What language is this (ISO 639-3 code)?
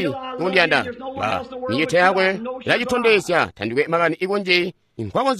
toi